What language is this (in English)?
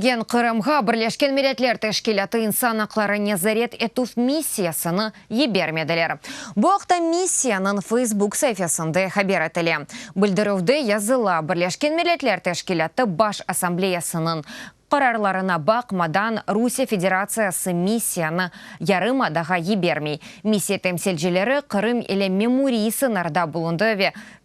Crimean Tatar